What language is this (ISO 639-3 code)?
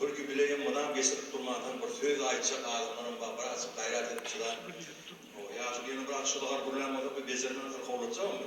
tuk